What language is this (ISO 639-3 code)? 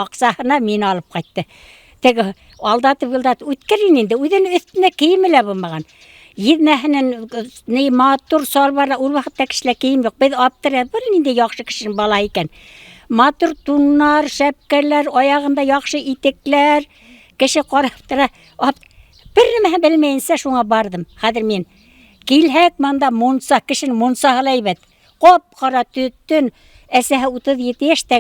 bak